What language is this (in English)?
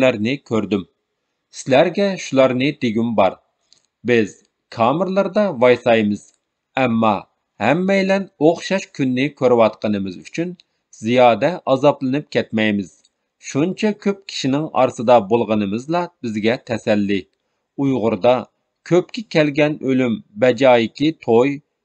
Uyghur